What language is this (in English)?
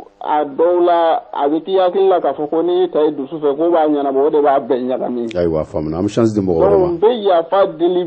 Bambara